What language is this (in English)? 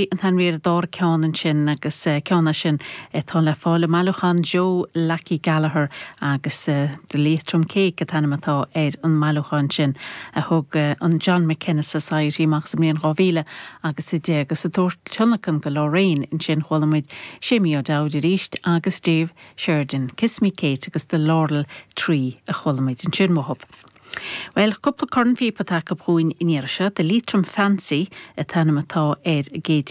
Irish